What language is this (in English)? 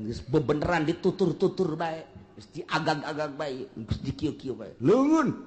Sundanese